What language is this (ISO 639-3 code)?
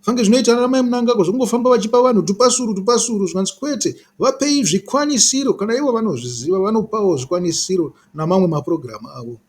sna